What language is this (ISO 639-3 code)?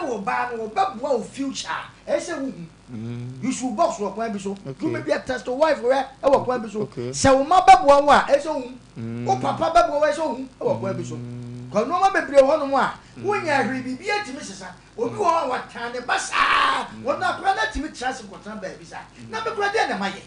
aka